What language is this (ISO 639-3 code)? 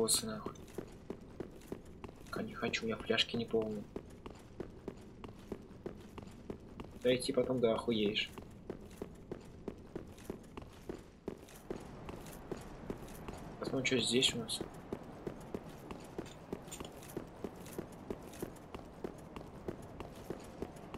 rus